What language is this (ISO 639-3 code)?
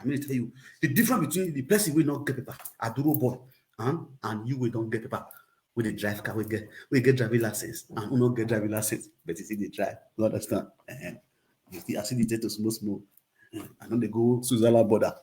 pcm